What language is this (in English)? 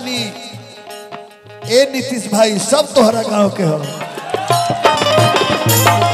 Bhojpuri